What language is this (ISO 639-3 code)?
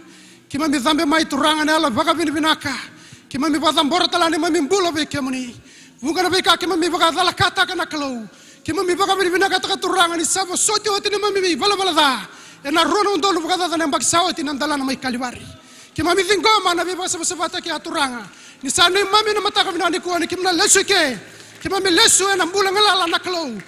fij